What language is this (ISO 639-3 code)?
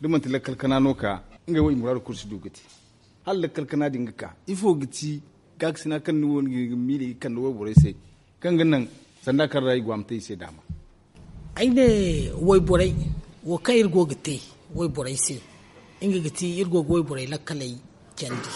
dje